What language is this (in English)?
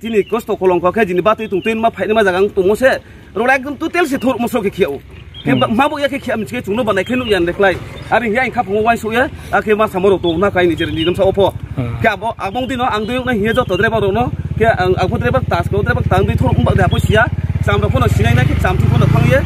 Riang (India)